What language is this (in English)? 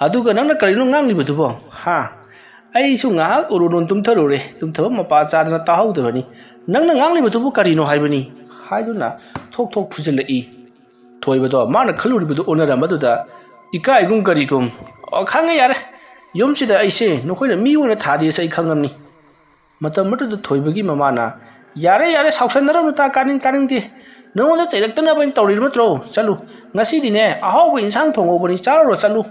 Manipuri